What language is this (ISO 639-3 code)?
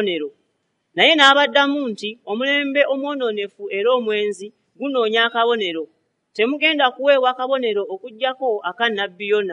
lug